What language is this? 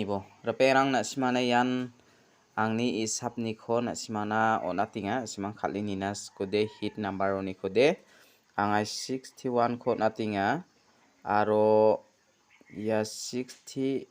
Garo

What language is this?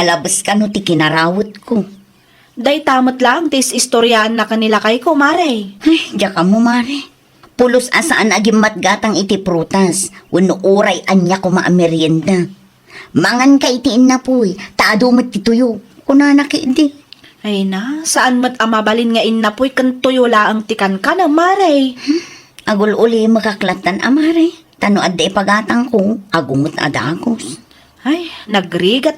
Iloko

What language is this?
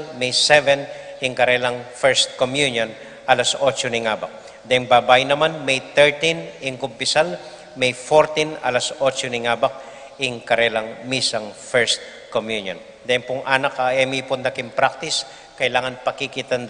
Pampanga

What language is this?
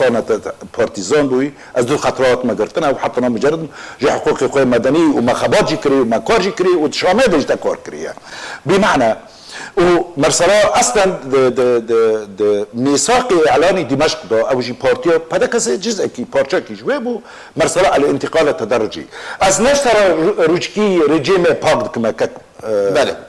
Kurdish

